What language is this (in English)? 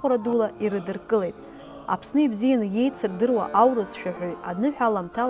Abkhazian